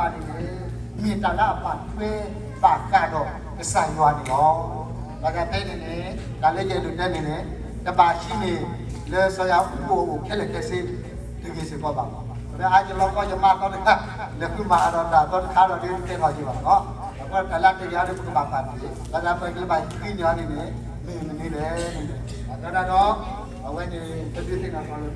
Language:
S'gaw Karen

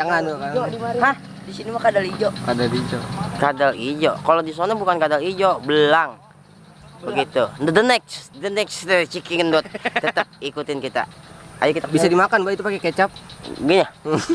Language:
Betawi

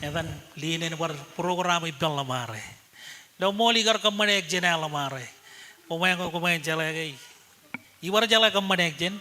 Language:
Marshallese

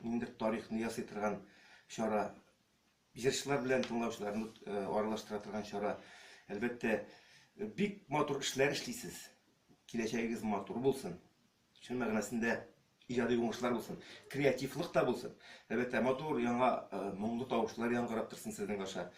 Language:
Tatar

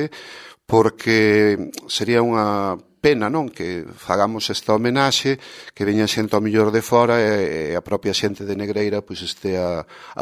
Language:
Galician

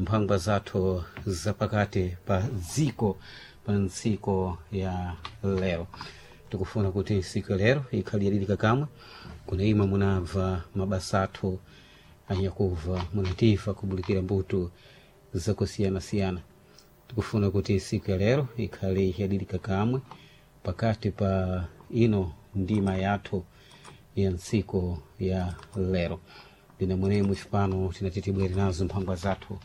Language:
Sena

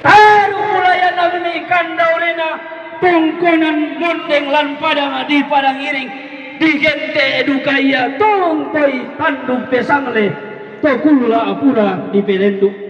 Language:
Toraja-Sa'dan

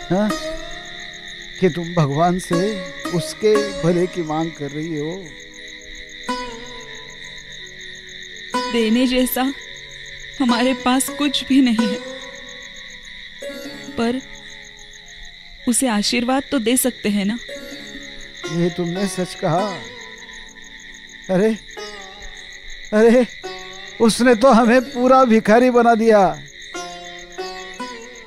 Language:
Hindi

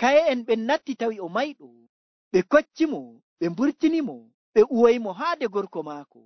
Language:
Nigerian Fulfulde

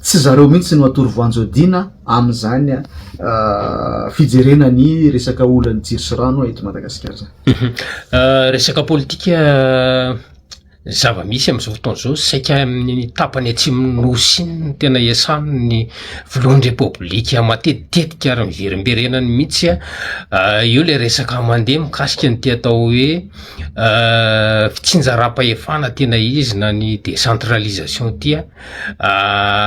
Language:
Malagasy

